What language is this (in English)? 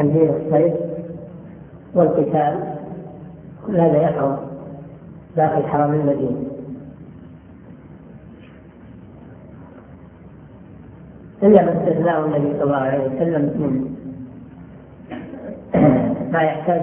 Arabic